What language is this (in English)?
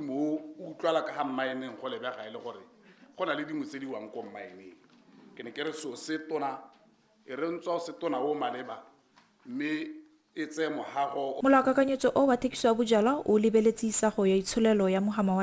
Tswana